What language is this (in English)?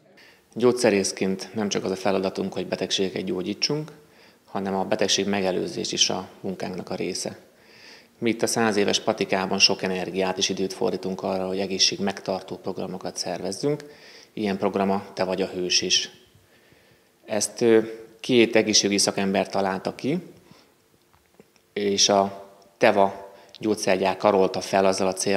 Hungarian